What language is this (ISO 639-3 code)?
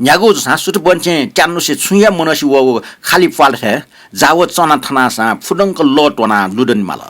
new